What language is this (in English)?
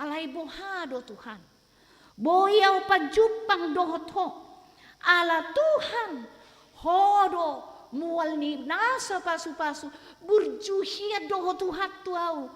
Batak Toba